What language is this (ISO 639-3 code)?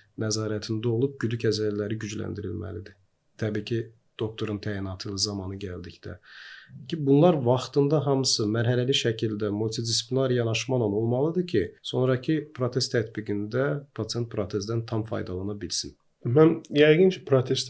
aze